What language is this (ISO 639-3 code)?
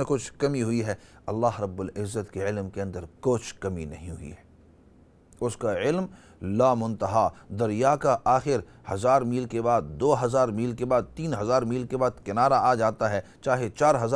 urd